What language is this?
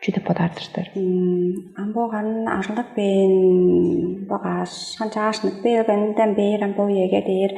Tuvinian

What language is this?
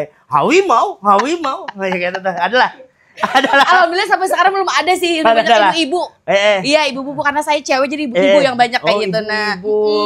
Banjar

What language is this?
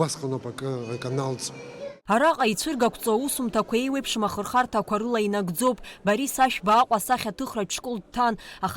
Abkhazian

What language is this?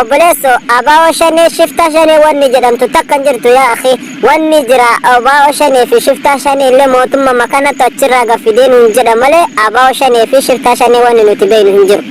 Oromo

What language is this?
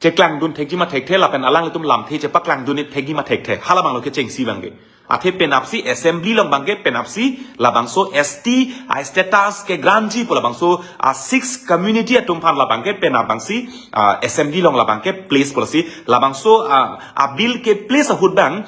Karbi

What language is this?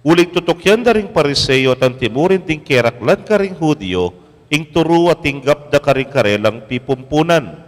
Pampanga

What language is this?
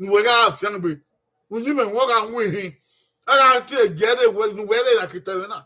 Bini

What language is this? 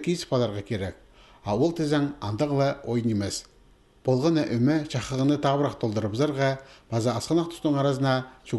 Khakas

